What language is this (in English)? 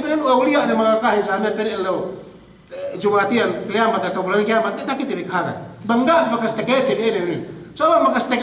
Yakan